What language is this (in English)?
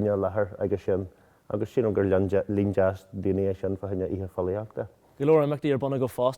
Irish